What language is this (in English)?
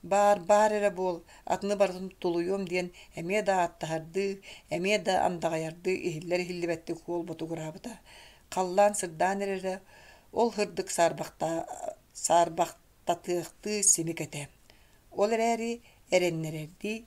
Yakut